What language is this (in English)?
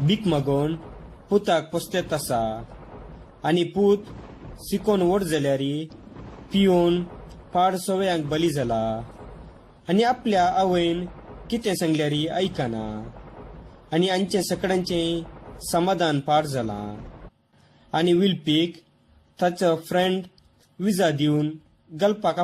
Konkani